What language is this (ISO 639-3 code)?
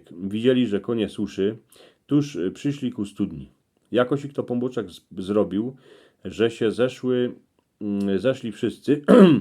szl